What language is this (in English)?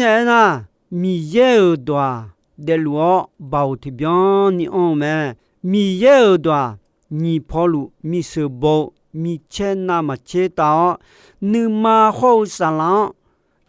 Akha